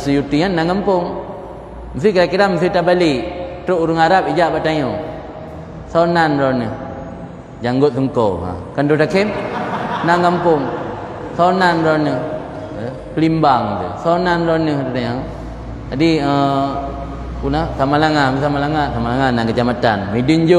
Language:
Achinese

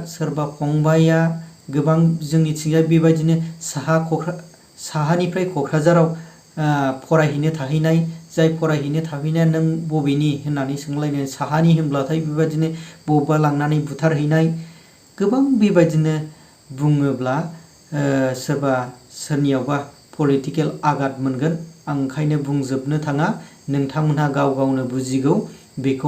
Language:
Bodo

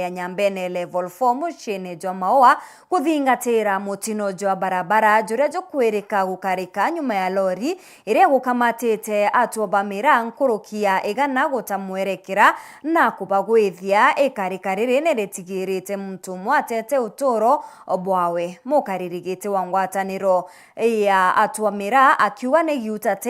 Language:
Meru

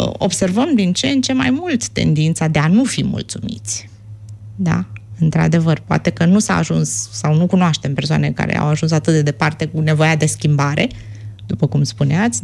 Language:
Romanian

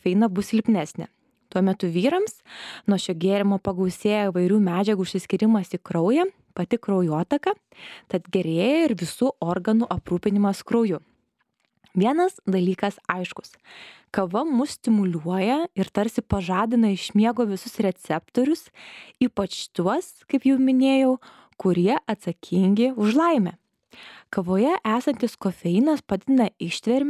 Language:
Lithuanian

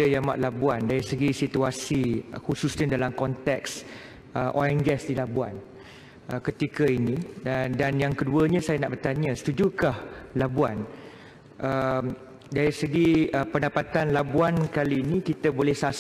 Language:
Malay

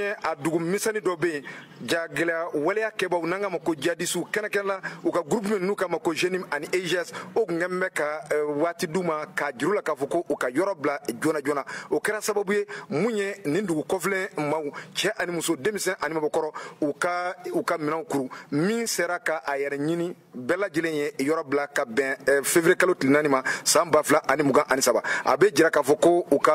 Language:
Bambara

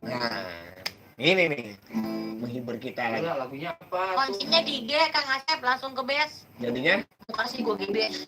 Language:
Betawi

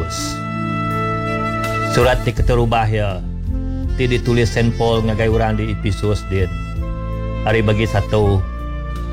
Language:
Iban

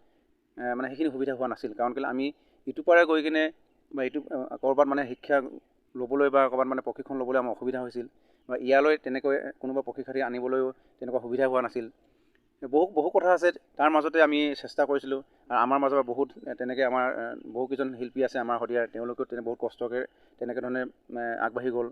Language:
Assamese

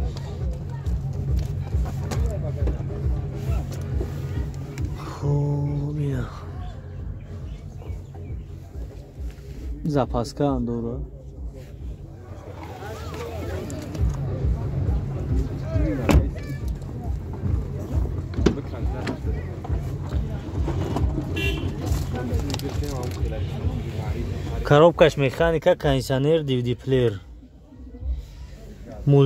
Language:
Tajik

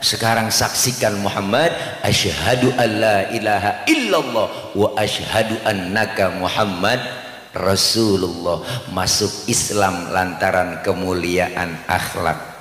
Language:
Betawi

